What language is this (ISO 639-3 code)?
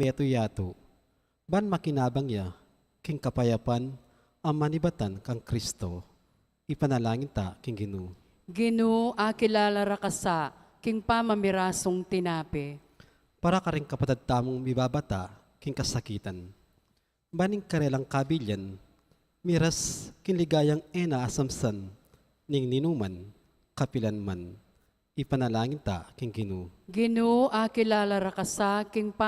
pam